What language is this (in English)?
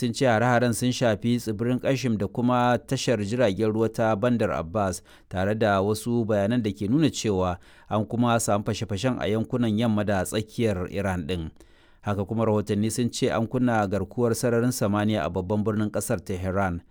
Hausa